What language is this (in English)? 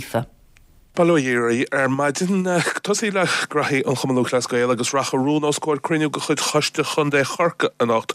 Irish